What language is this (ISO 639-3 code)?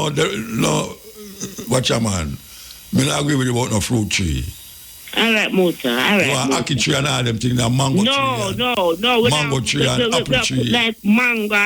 jam